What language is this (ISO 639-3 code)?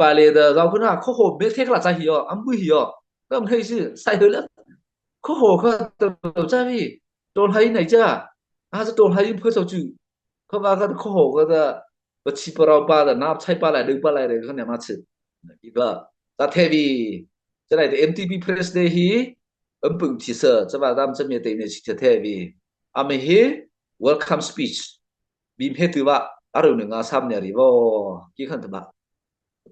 mrh